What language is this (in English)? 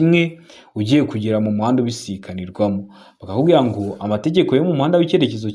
Kinyarwanda